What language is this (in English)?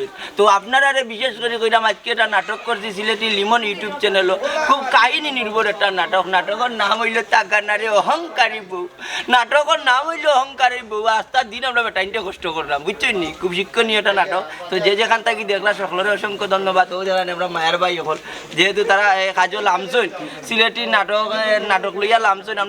Sylheti